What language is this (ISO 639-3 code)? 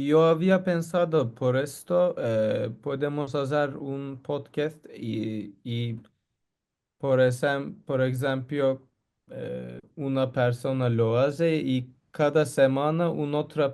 lad